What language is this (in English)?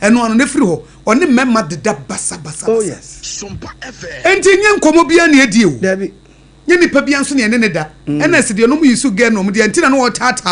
Akan